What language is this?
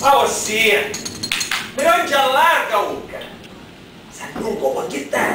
Sicilian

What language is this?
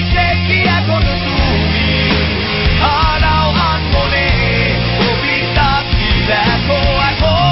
Bangla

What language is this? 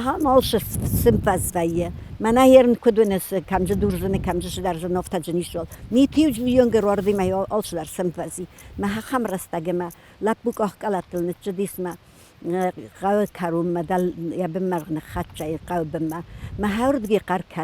Ossetic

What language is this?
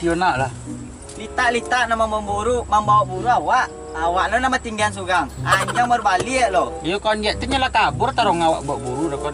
Minangkabau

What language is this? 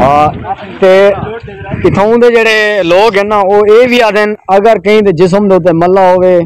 Saraiki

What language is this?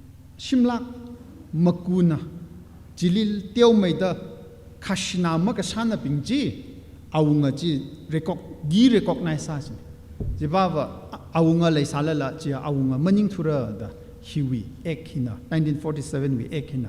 Tangkhul Naga (India)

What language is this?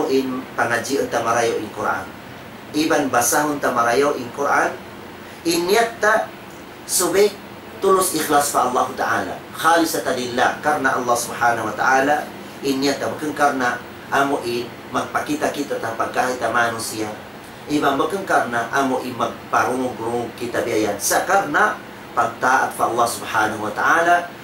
Tausug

